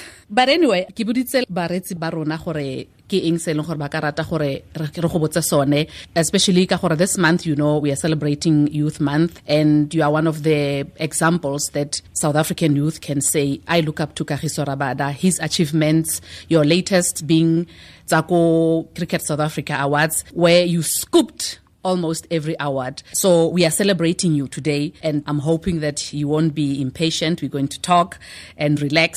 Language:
Tswana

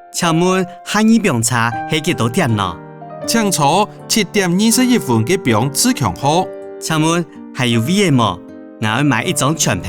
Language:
Hakka Chinese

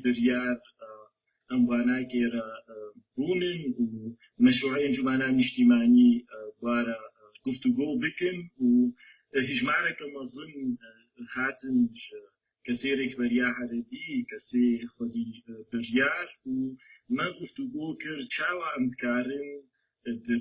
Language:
Kurdish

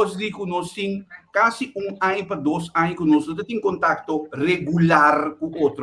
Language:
Papiamento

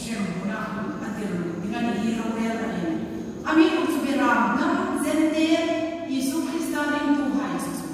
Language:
Hmar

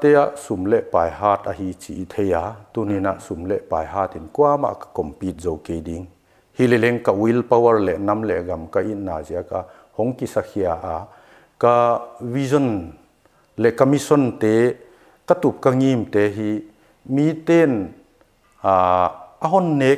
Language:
Paite Chin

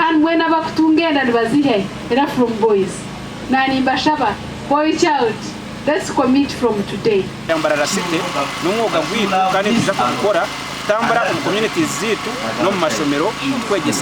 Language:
Nyankole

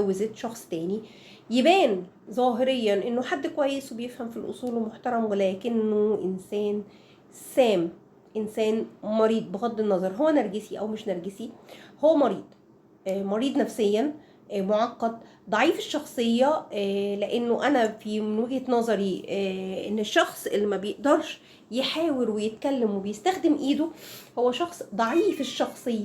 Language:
Egyptian Arabic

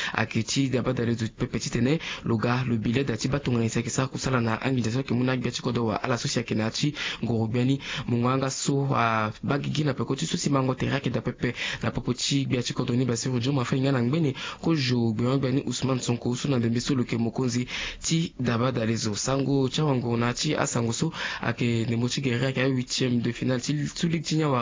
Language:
Sango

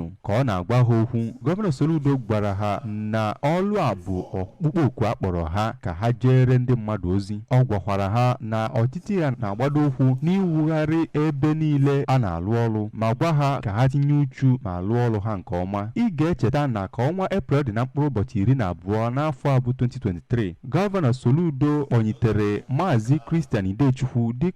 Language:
Igbo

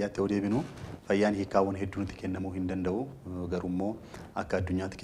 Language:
Oromo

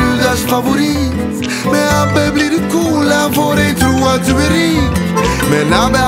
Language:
Swedish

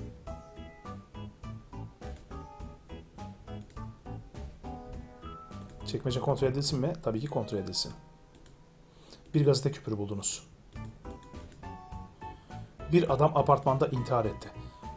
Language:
Turkish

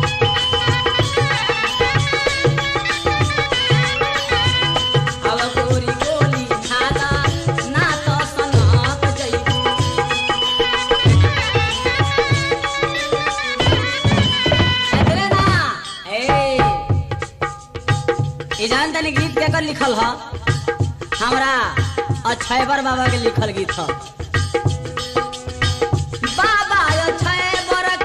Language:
Bhojpuri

